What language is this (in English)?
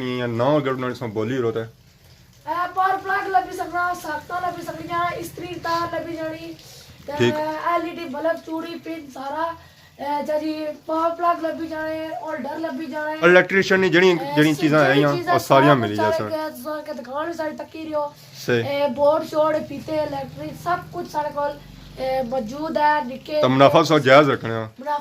Pahari-Potwari